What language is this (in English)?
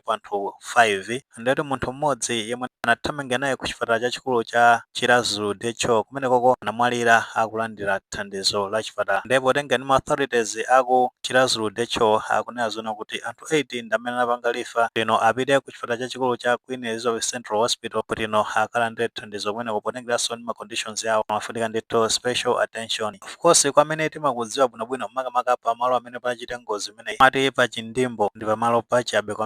Nyanja